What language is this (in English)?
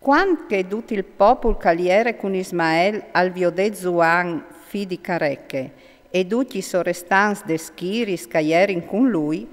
Friulian